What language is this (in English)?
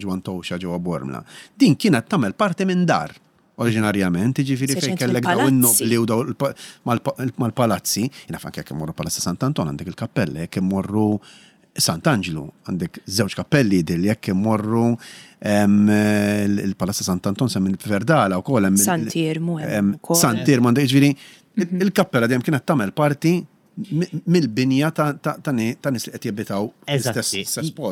Maltese